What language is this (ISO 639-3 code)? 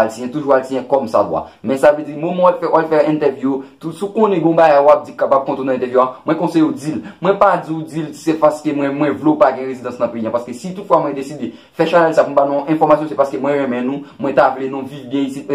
hat